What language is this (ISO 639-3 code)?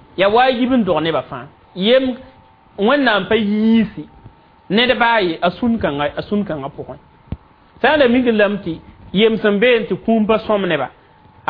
mos